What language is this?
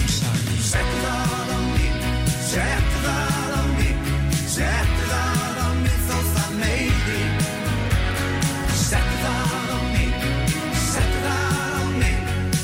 Icelandic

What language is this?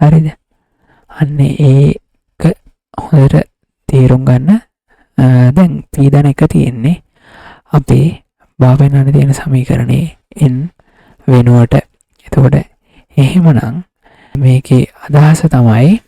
Sinhala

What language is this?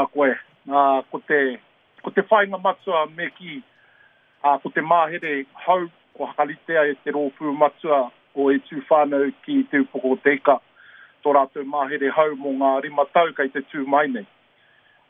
Māori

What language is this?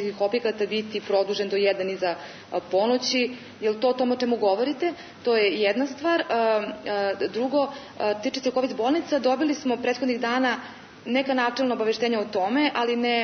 Serbian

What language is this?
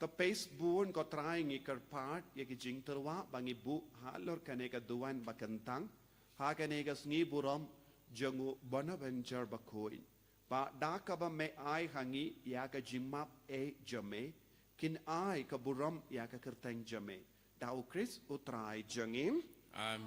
Khasi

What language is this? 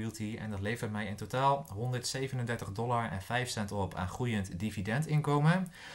Dutch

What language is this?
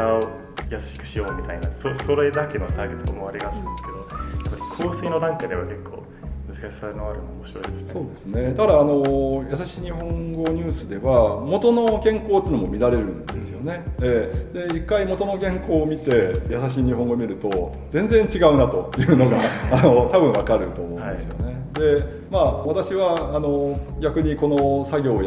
Japanese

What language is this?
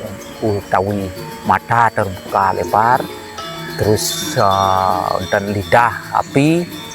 Balinese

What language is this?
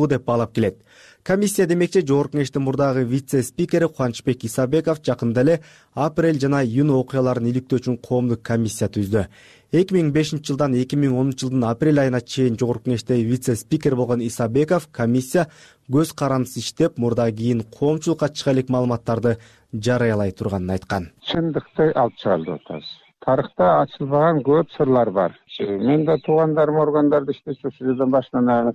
Kyrgyz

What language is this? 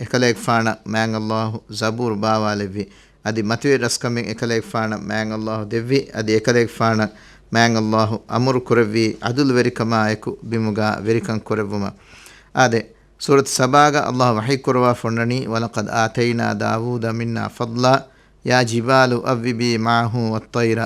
Divehi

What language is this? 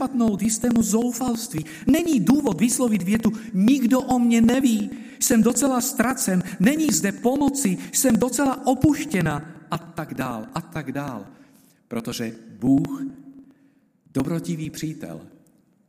Czech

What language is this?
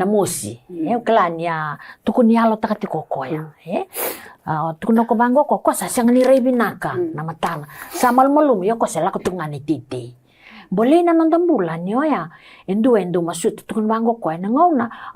Fijian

